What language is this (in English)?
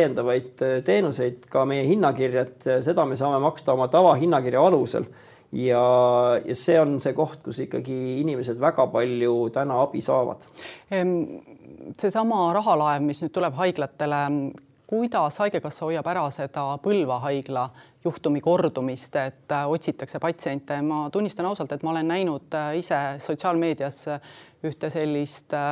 Estonian